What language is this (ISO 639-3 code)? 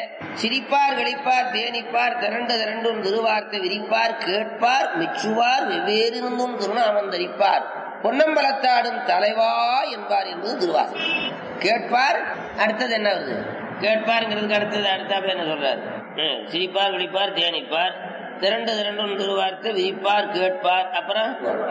tam